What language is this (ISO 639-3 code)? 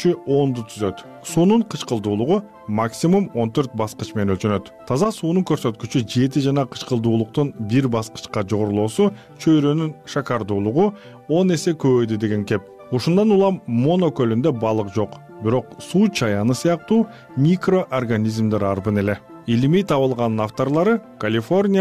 kir